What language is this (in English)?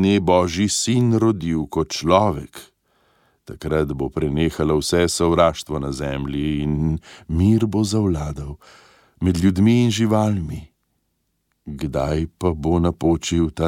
Slovenian